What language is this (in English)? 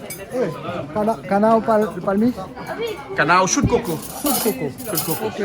Réunion Creole French